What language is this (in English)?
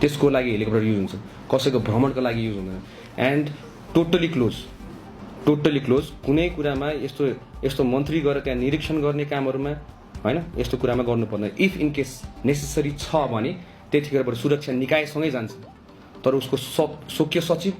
Nepali